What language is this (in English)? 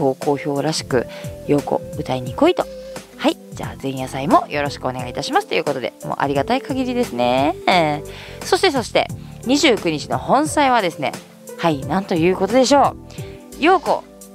Japanese